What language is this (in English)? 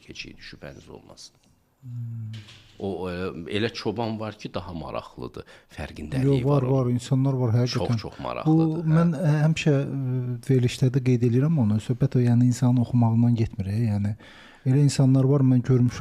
Azerbaijani